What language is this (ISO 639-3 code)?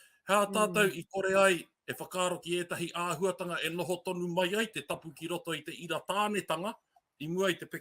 mri